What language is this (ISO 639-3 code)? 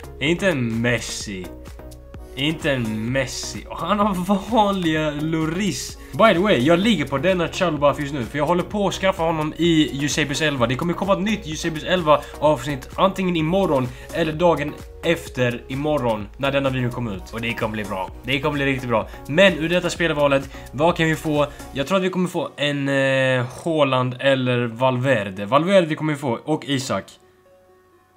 swe